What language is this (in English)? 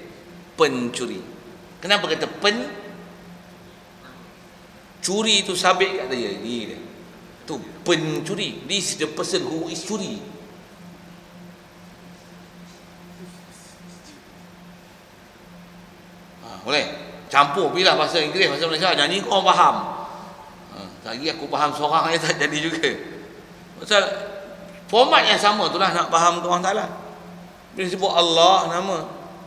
Malay